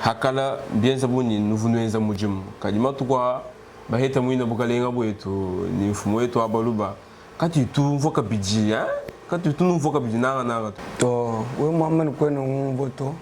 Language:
Luba-Lulua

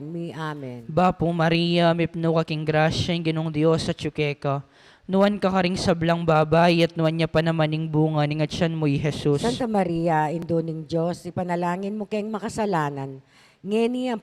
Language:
Pampanga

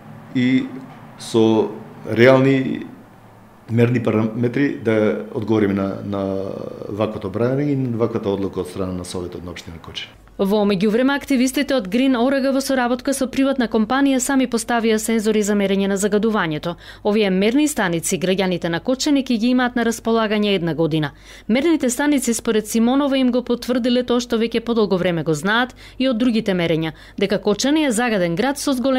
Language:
Macedonian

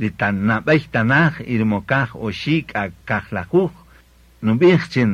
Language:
Kaqchikel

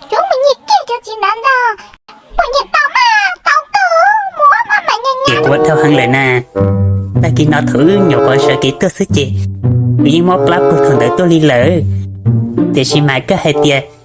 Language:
Hmong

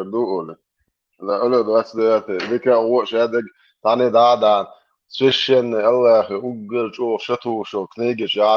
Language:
Chechen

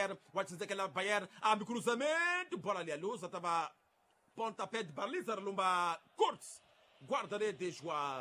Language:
Tsonga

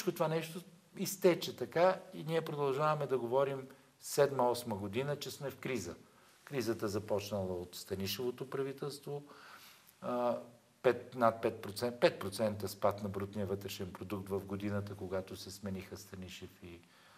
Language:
Bulgarian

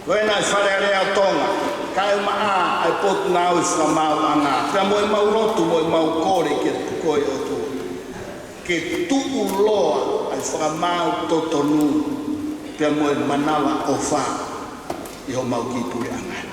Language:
Tongan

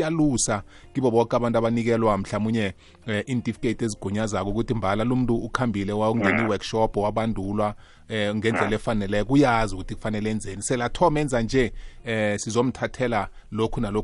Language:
South Ndebele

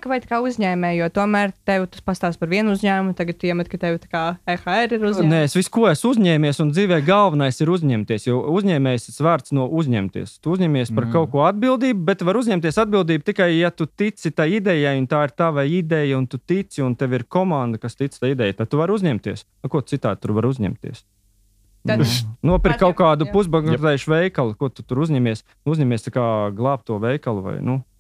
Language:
Latvian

